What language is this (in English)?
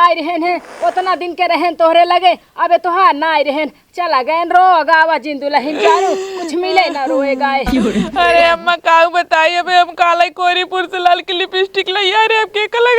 Awadhi